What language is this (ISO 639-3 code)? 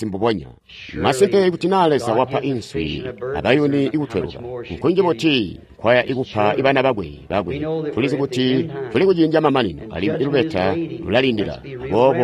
toi